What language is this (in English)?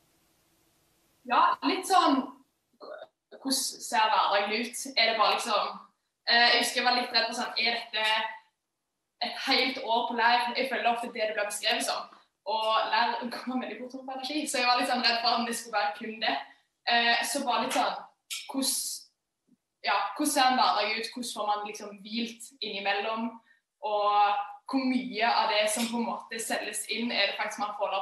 Norwegian